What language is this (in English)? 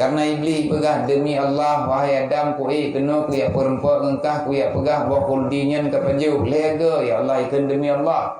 Achinese